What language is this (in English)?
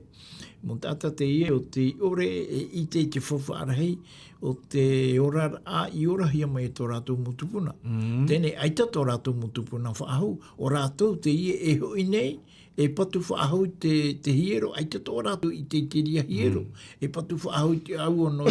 Tahitian